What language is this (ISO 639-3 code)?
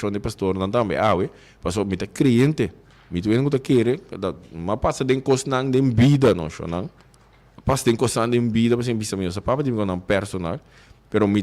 pap